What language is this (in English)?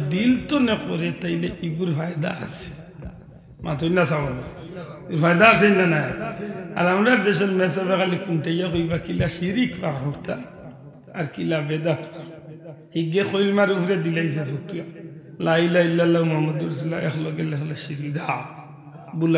Sylheti